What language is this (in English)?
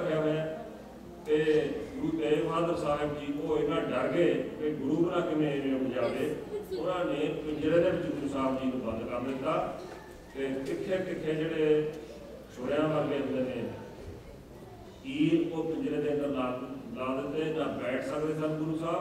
Punjabi